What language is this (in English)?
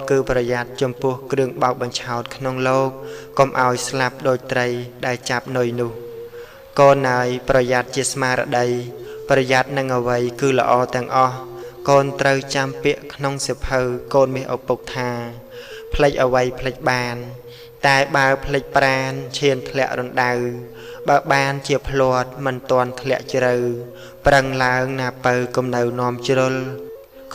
Khmer